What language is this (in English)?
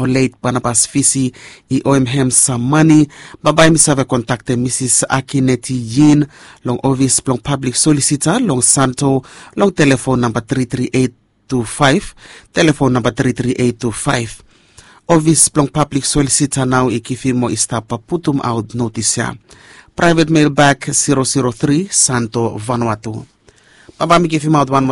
Bislama